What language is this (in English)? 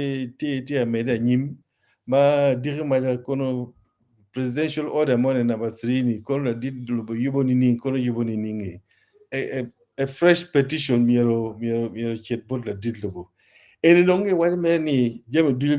Acoli